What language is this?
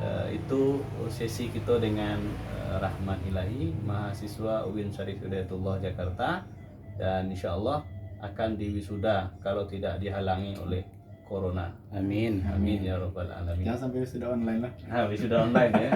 Minangkabau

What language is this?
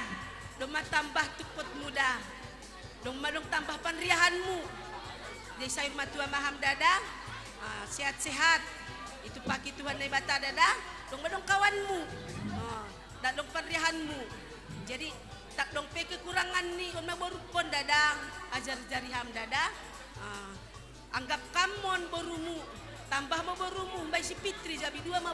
Batak Simalungun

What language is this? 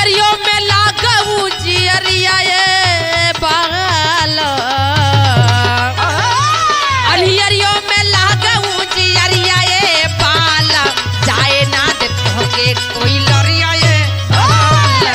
Bhojpuri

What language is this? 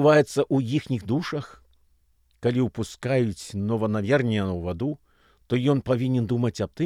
Belarusian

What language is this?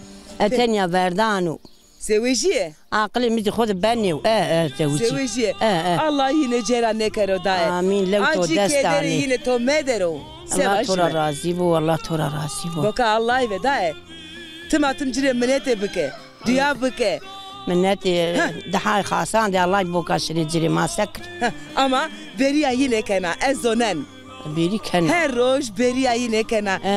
Zaza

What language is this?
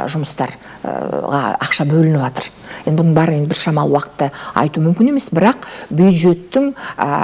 Kazakh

